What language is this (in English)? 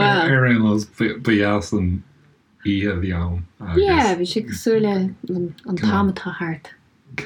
Irish